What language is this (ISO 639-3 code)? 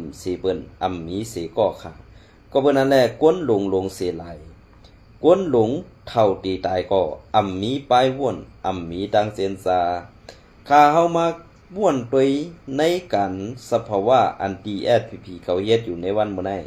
shn